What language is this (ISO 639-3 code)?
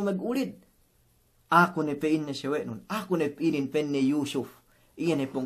yka